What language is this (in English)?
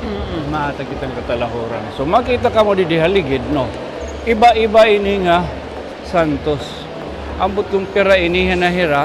Waray